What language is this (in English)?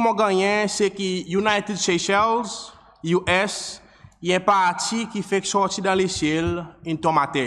Seselwa Creole French